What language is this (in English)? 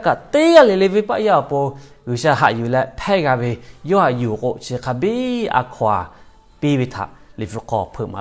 Lahu